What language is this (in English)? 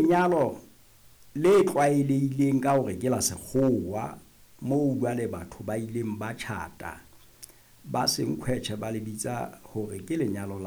Southern Sotho